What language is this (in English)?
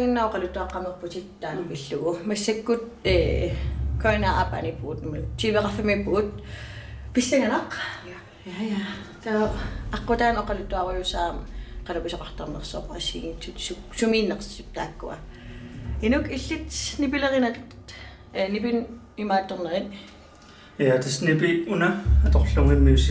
Kalaallisut